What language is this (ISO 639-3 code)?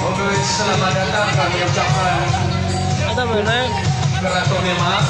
nia